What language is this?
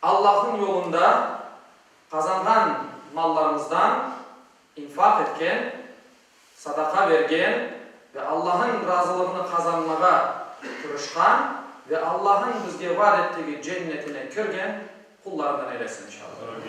Crimean Tatar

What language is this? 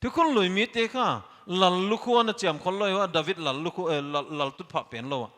Paite Chin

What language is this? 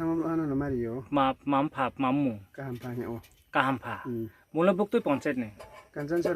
Riang (India)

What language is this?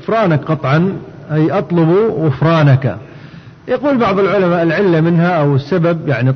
Arabic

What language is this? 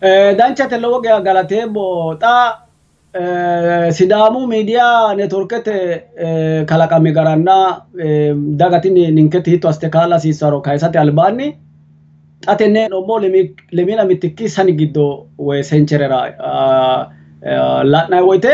Sidamo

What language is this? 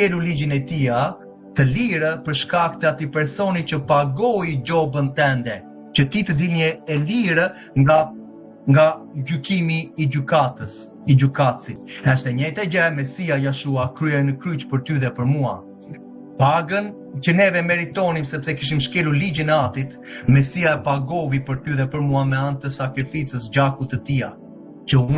Albanian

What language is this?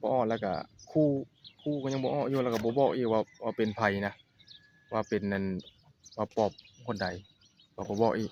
Northeastern Thai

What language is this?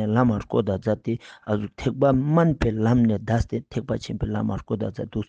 Ladakhi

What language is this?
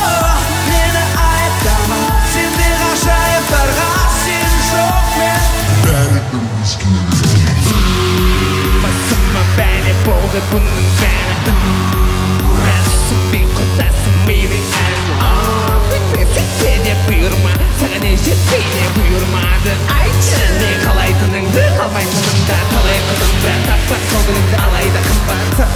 Kazakh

